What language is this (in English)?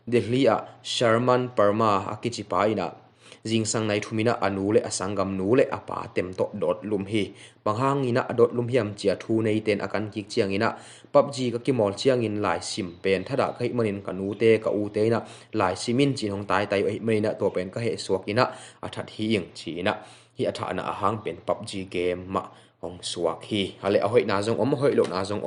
Tedim Chin